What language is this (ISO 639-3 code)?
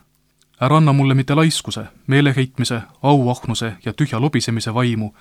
est